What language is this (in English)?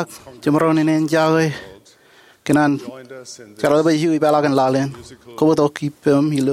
Marshallese